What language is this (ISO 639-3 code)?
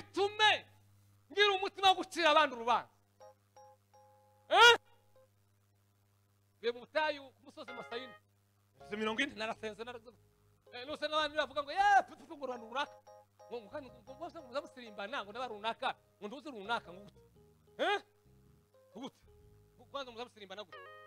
kin